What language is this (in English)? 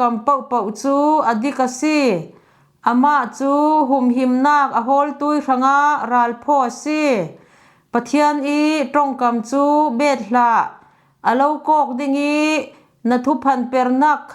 Falam Chin